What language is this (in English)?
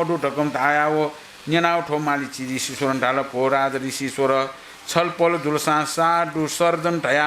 Newari